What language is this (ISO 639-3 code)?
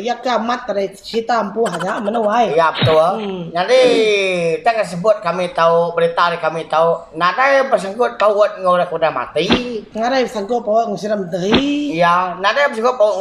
iba